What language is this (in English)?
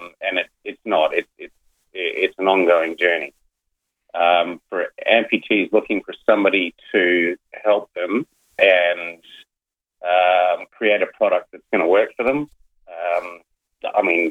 English